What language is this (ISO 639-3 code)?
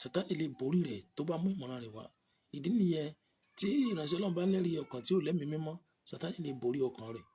yor